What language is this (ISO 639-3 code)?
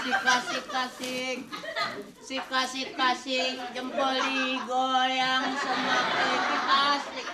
bew